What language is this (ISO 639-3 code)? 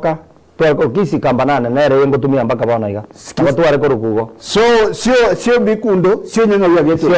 guz